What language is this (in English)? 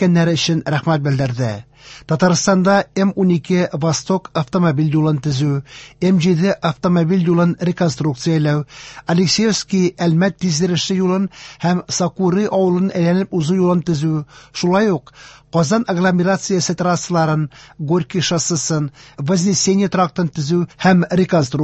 Tatar